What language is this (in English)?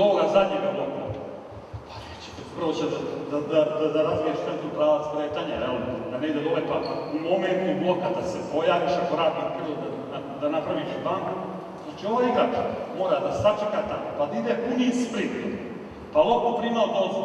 Serbian